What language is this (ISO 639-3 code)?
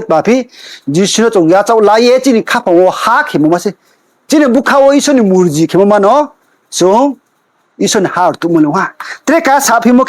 ria